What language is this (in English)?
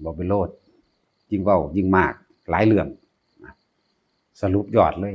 Northeastern Thai